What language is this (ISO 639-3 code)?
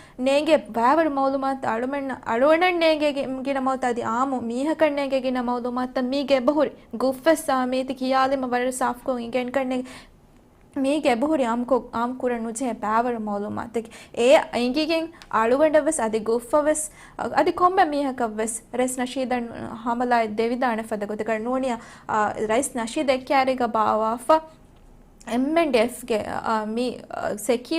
div